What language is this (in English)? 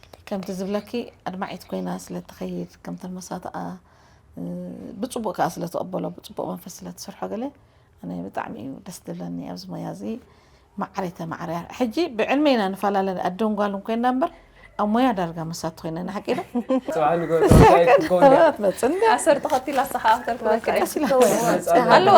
Tigrinya